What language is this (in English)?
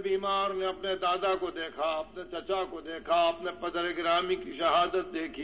Urdu